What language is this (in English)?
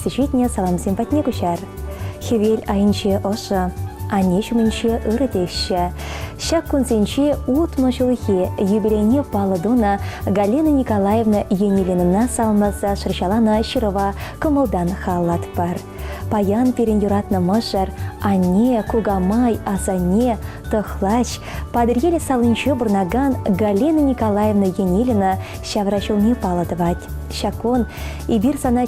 Chuvash